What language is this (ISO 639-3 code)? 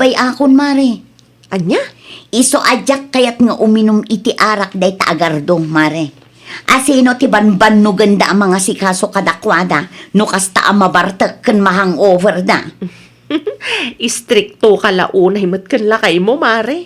ilo